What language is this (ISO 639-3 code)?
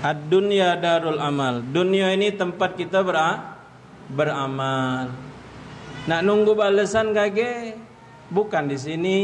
mui